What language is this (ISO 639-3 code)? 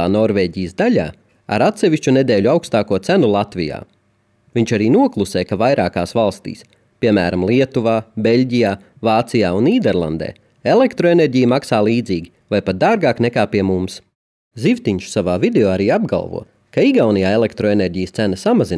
lav